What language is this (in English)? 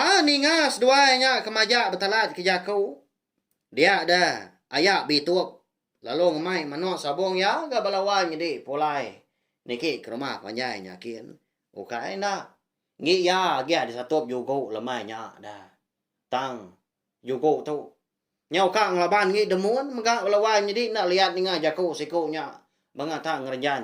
Iban